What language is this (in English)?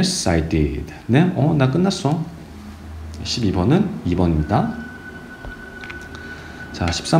Korean